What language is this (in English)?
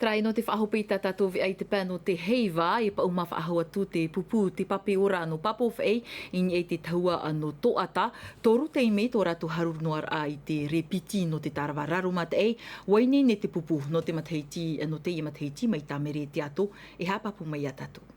Tahitian